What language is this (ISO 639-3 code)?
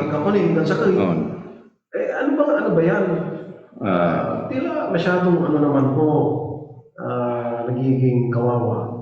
pag